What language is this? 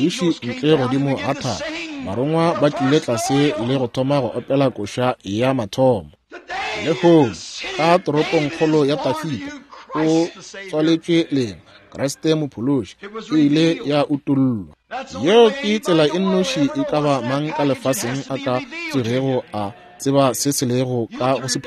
Northern Sotho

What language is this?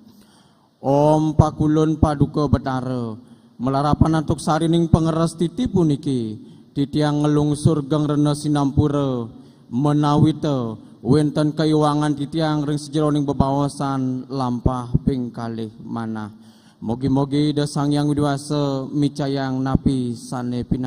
Balinese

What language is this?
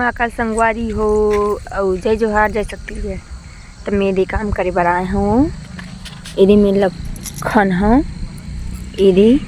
Chhattisgarhi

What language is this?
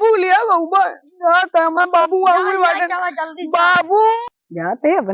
Awadhi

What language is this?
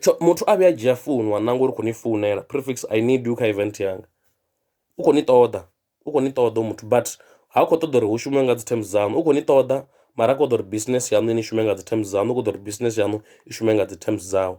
Venda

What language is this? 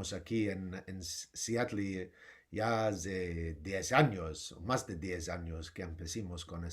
Ladino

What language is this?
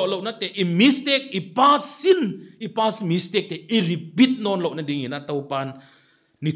Paite Chin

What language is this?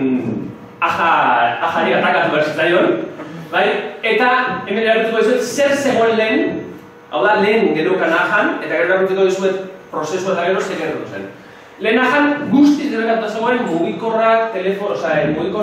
Basque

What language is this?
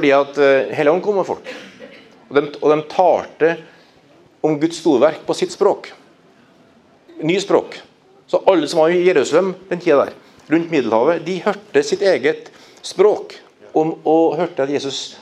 Norwegian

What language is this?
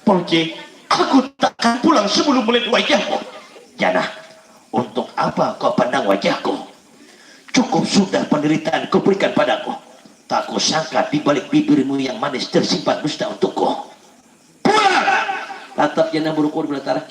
Banjar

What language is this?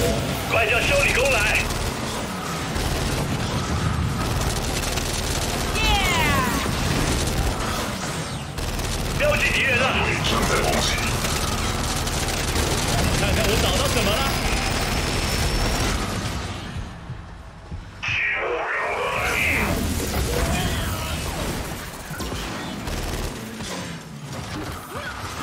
Chinese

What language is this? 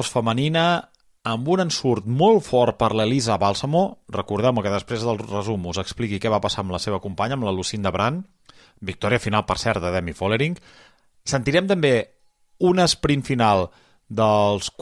Catalan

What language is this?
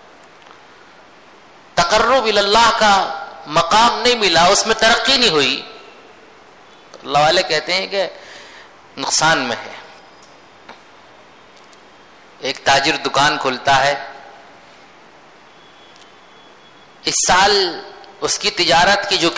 Urdu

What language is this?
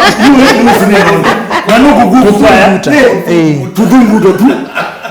Kamba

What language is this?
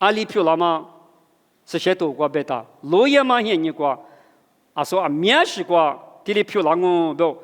Lisu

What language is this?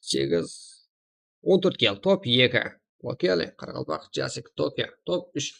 Kara-Kalpak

